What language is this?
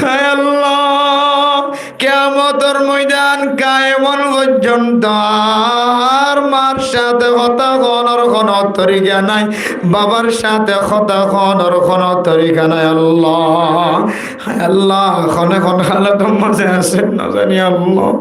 Rohingya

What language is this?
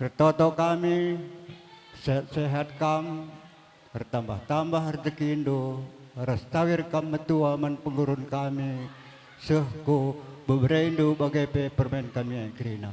Batak Karo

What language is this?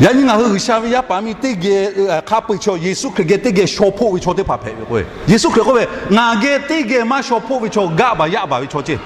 Lahu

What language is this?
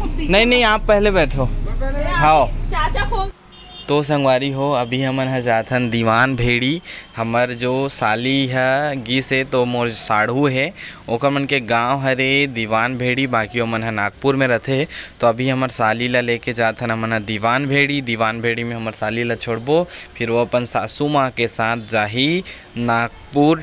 Chhattisgarhi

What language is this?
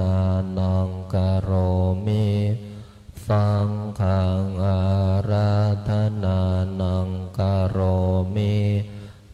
Pali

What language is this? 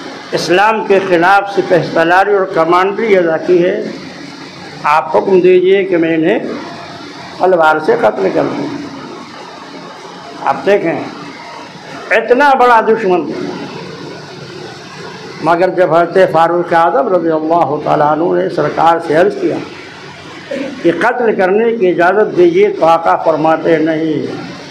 Urdu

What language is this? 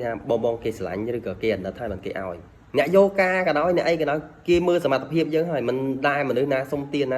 Khmer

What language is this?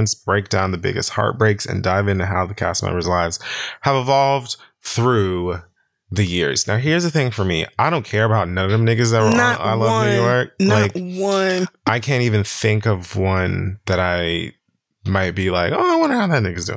English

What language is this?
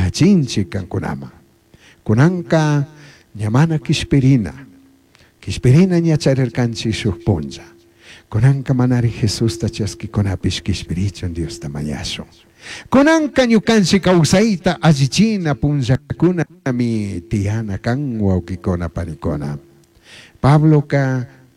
Chimborazo Highland Quichua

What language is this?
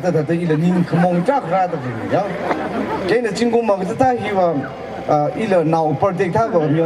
Tangkhul Naga (India)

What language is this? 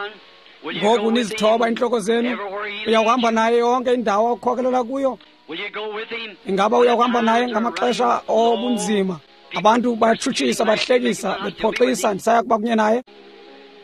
Xhosa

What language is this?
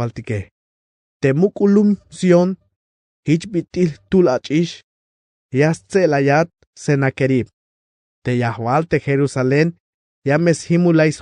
Tzeltal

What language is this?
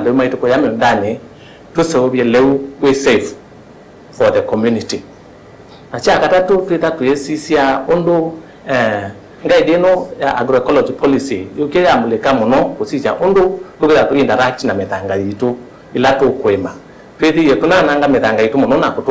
Kamba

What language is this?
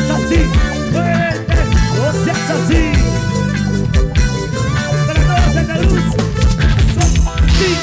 Spanish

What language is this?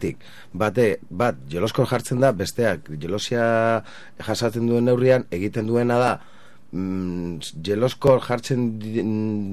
Basque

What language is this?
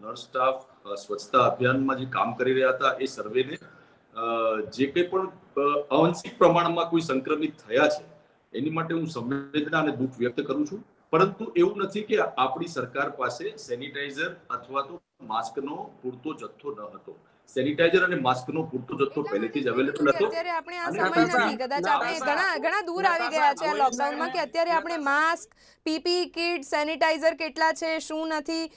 Gujarati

